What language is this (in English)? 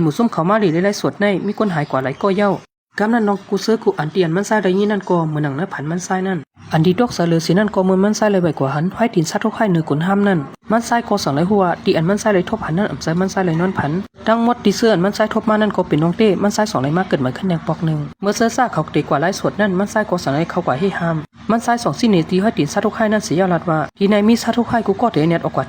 Shan